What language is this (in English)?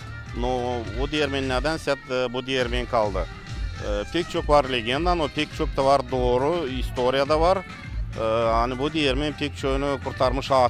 Gagauz